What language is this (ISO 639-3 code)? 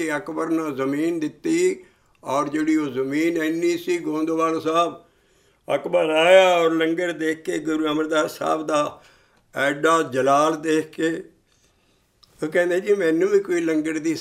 pan